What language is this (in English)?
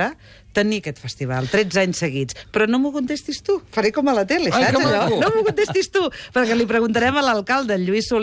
Catalan